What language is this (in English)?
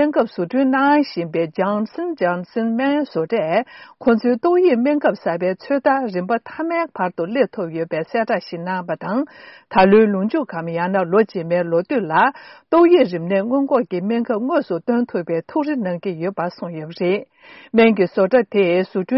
Tibetan